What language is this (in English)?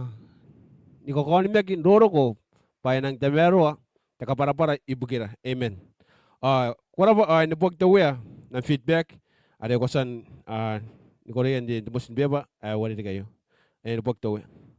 Gilbertese